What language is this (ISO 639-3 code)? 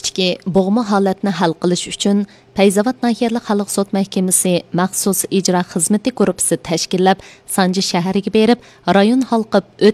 uig